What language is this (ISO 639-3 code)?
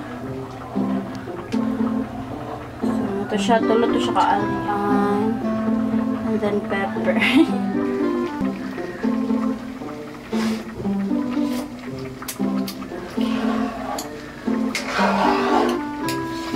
fil